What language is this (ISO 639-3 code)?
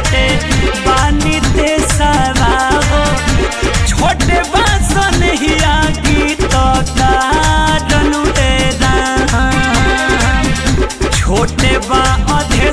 bho